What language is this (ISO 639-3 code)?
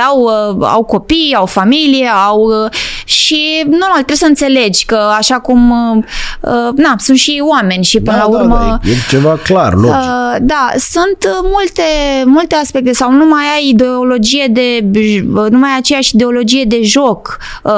ron